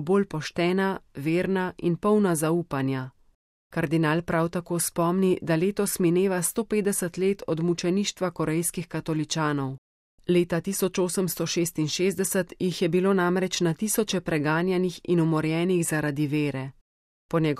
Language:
Slovenian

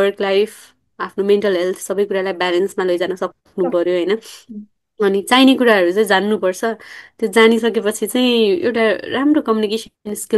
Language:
Nepali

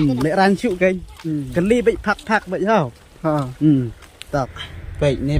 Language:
Khasi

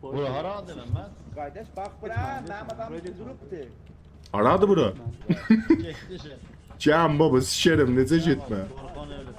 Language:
South Azerbaijani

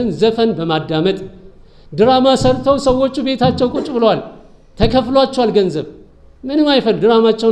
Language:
Amharic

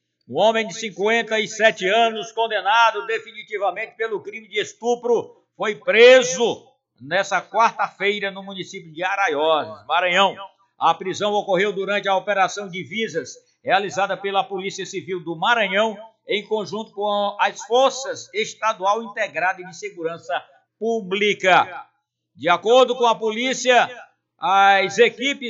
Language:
Portuguese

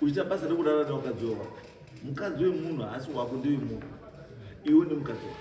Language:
Shona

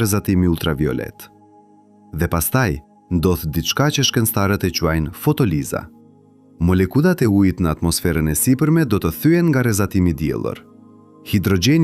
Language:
Albanian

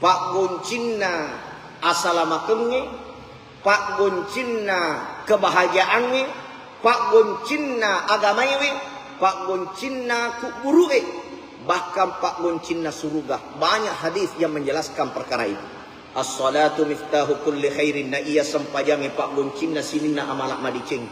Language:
Buginese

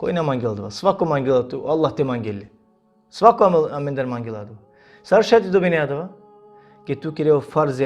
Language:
Balkan Romani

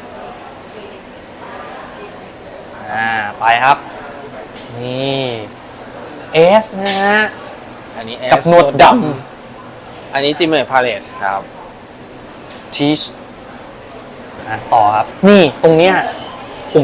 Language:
Thai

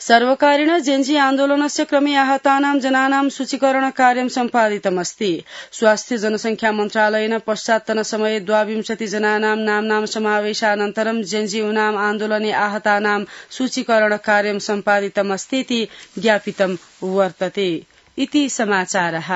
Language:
Sanskrit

